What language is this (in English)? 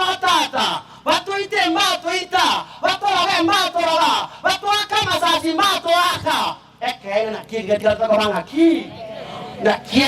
Gusii